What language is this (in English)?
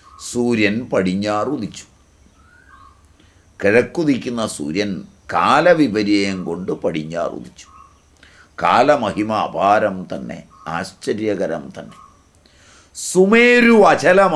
Malayalam